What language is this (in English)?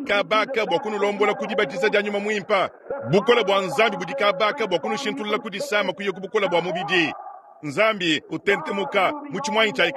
Luba-Lulua